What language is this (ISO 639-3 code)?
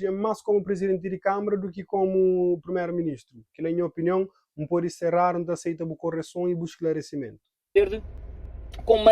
kea